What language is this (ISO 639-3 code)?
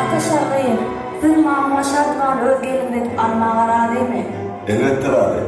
tuk